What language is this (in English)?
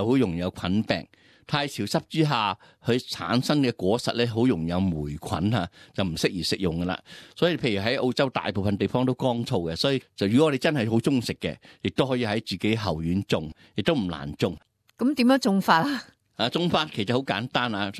Cantonese